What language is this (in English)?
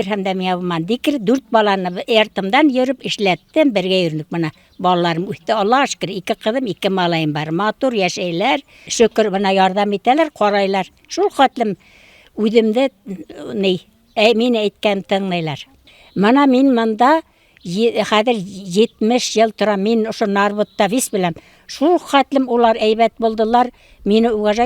Bashkir